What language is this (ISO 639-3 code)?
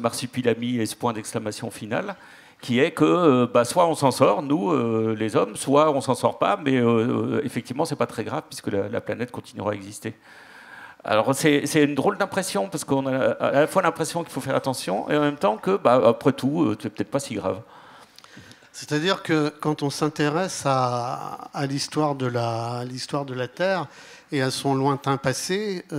fra